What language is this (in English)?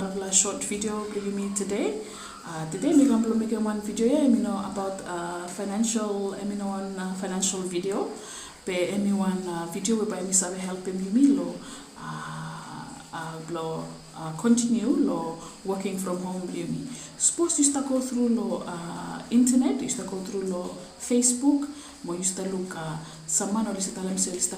Bislama